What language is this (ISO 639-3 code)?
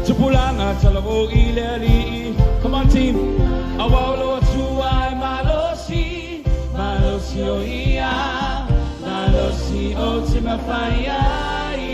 smo